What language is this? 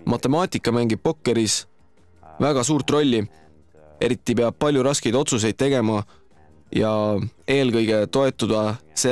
Estonian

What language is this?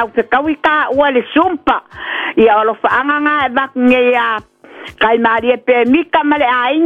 Samoan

